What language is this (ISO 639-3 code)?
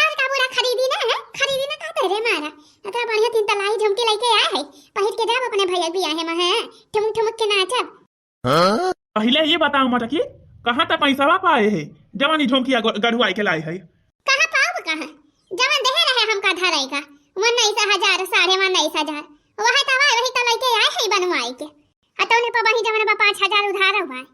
awa